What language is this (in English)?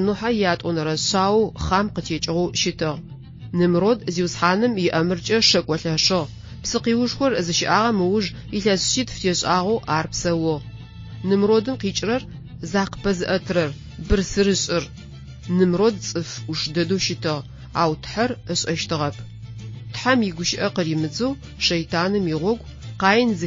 Adyghe